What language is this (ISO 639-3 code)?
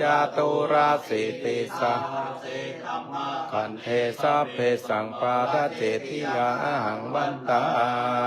pli